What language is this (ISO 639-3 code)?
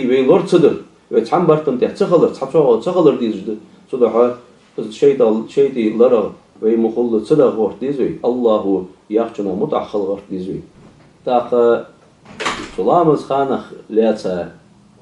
inh